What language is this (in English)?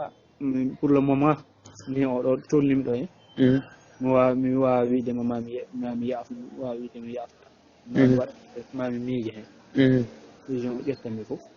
Fula